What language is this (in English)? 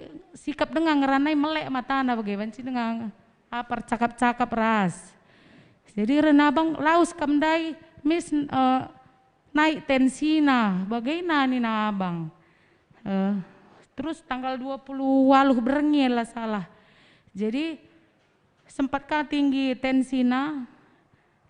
Batak Karo